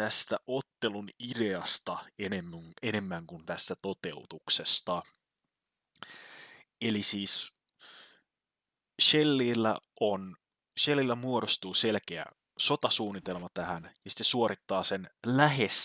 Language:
Finnish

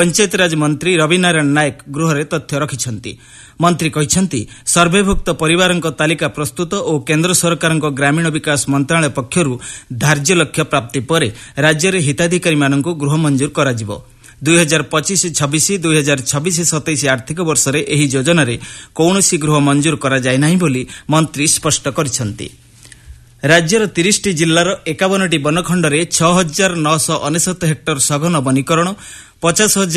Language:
Odia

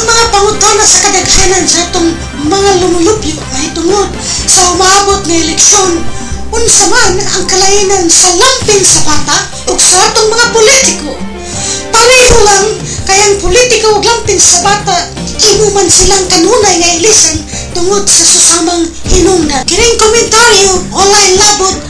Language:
Cebuano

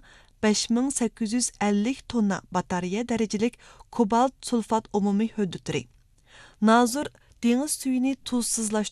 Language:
Uyghur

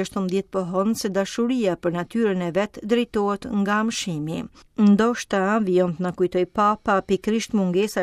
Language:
Albanian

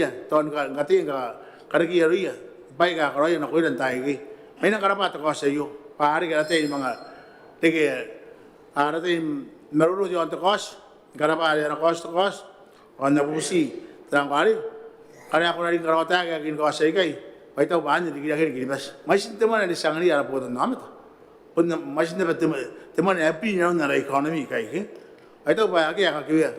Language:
Gilbertese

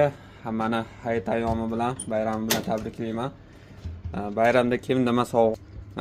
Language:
Uzbek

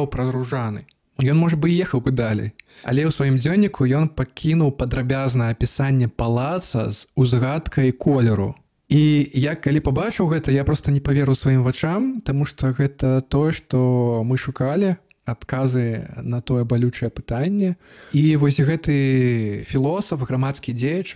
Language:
Belarusian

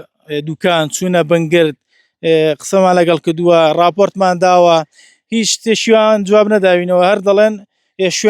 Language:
Central Kurdish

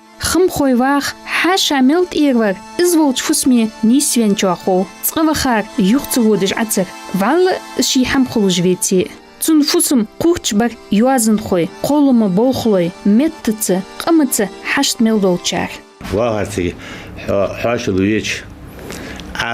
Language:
Ingush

